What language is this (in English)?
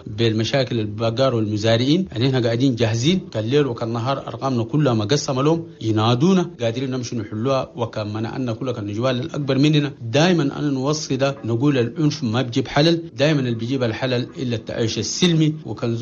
Chadian Arabic